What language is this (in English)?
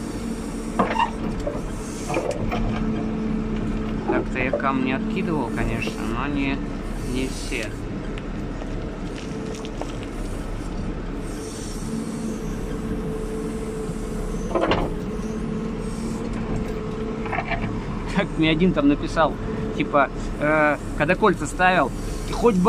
Russian